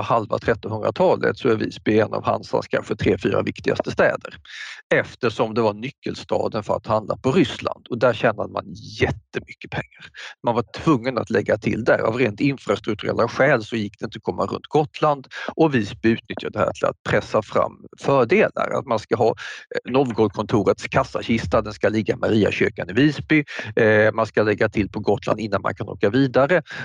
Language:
Swedish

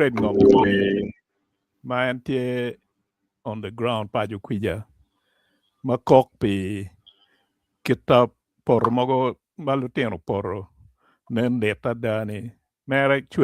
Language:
Acoli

